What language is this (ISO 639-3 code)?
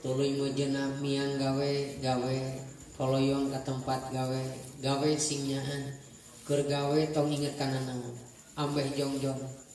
sun